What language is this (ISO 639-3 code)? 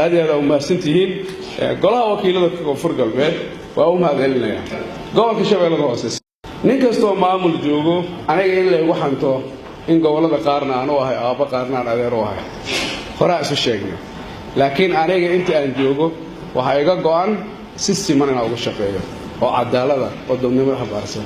som